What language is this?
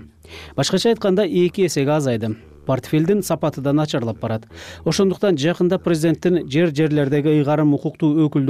Kyrgyz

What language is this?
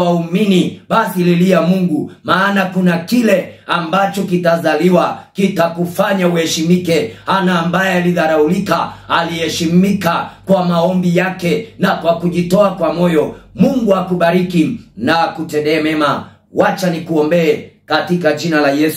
Swahili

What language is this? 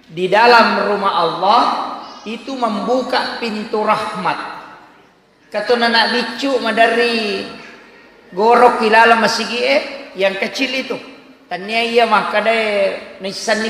Buginese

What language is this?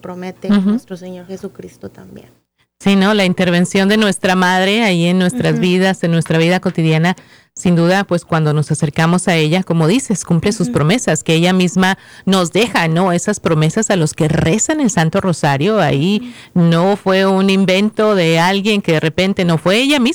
Spanish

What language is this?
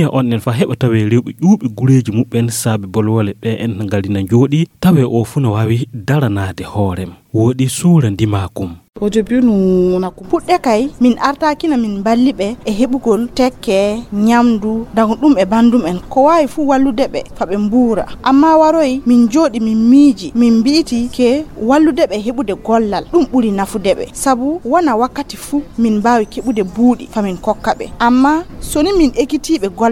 Fula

